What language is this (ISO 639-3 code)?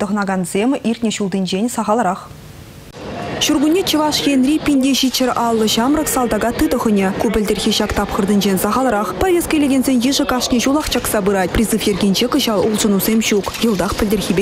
chv